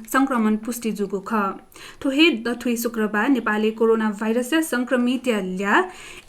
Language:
Newari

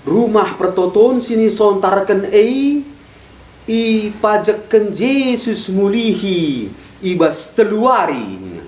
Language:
Batak Karo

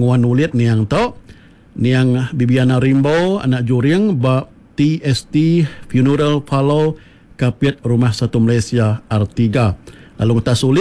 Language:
Iban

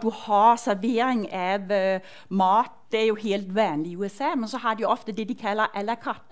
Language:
Norwegian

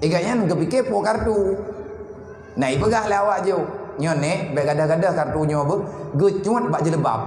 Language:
Achinese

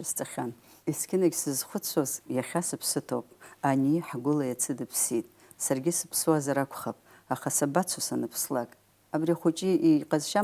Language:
Abkhazian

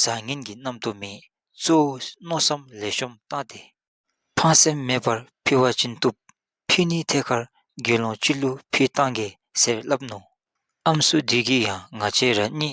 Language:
Dzongkha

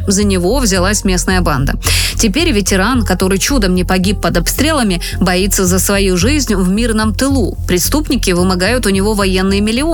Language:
Russian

